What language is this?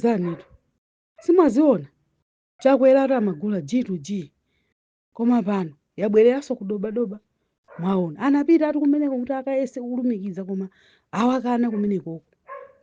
Nyanja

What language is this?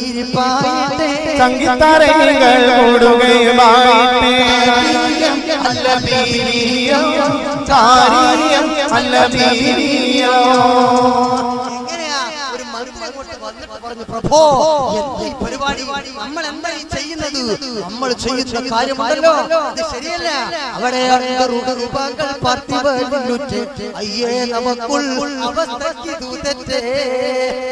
Malayalam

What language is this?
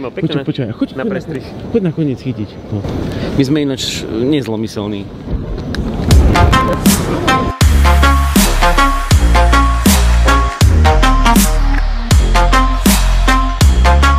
Slovak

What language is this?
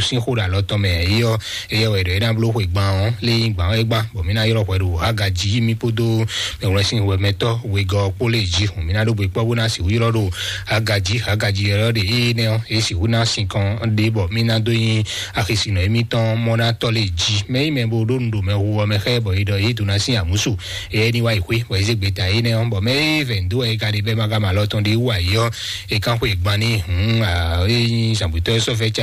Fon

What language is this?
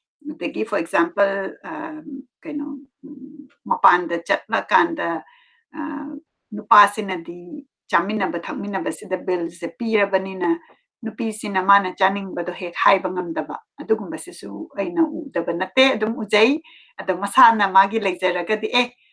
Manipuri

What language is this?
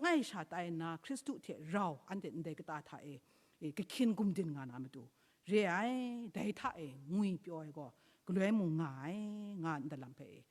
Kachin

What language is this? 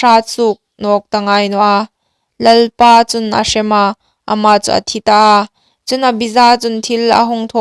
Hmar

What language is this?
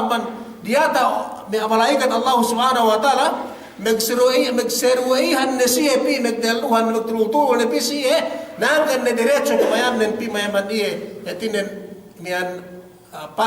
Yakan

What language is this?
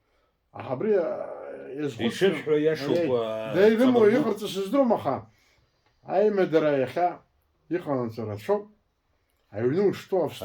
Abkhazian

